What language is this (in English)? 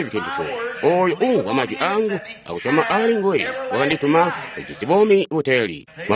Tonga (Zambia)